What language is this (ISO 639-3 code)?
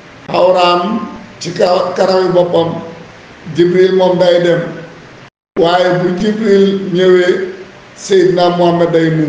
wol